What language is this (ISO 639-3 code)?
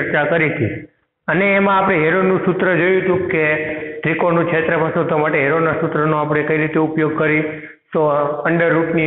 guj